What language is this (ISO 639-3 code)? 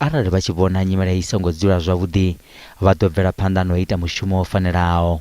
ven